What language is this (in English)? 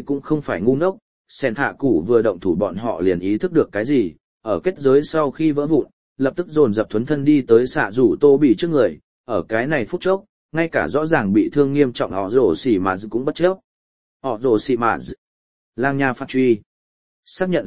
Vietnamese